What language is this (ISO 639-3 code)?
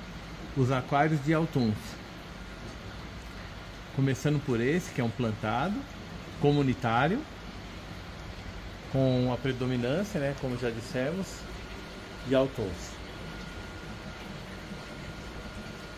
por